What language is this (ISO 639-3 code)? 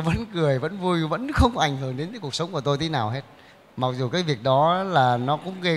vie